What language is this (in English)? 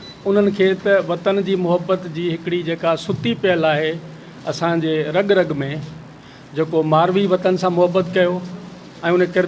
Sindhi